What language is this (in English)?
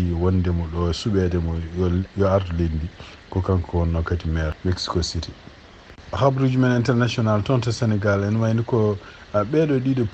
Fula